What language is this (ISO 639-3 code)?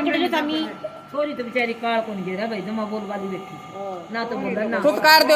bgc